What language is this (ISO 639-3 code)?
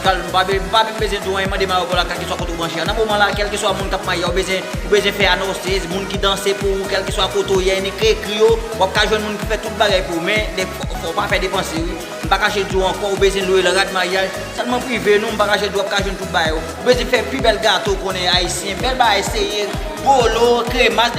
hat